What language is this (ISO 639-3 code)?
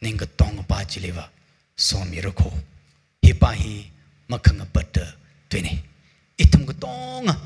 nmf